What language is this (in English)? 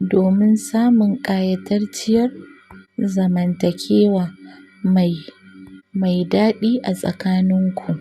Hausa